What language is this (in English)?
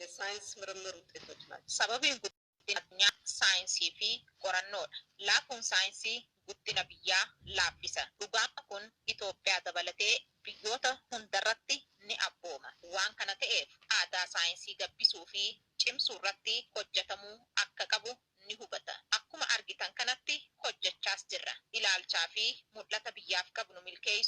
Oromo